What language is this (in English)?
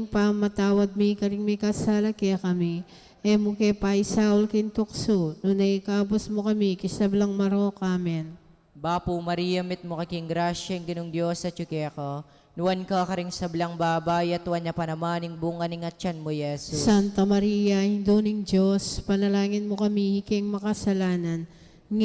Pampanga